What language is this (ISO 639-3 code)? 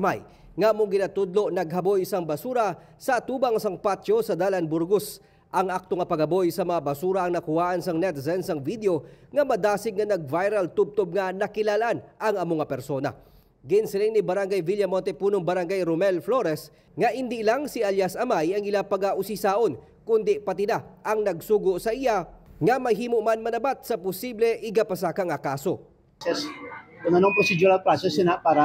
hil